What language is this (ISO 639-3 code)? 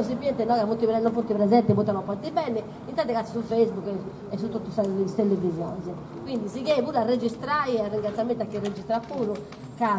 srd